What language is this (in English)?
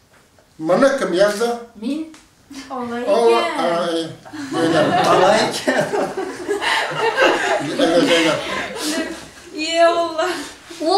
Kazakh